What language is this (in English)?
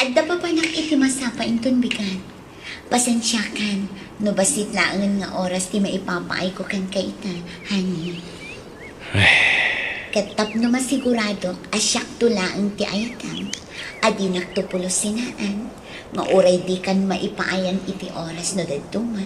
Iloko